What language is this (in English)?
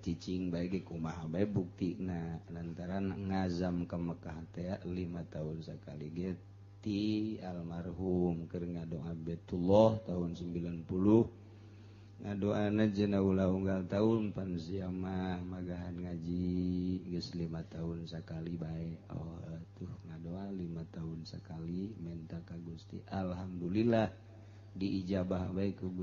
Sundanese